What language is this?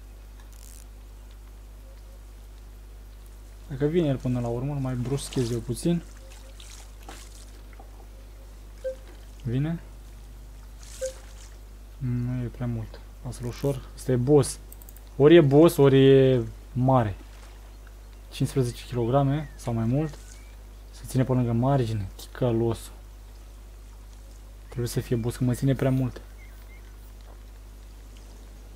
Romanian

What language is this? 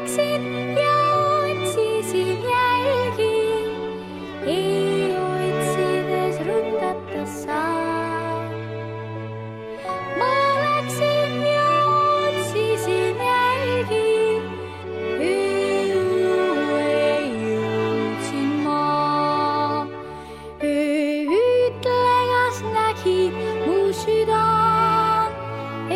Estonian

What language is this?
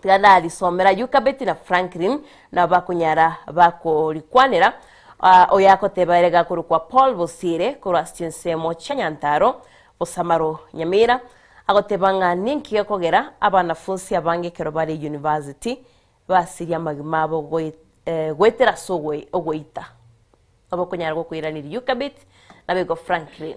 Gusii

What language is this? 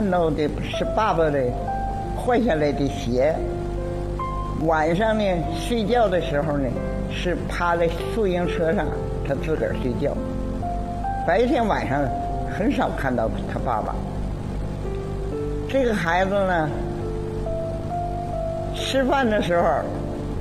Chinese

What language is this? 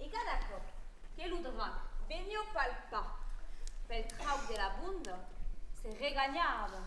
Occitan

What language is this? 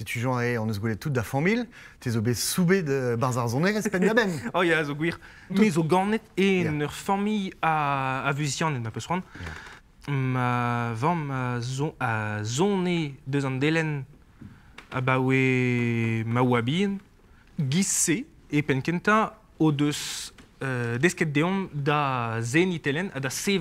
Breton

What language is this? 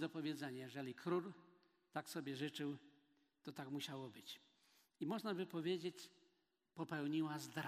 Polish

